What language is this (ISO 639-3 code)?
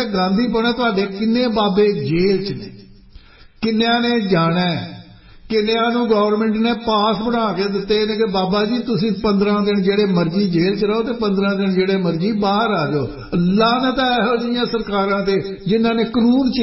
pan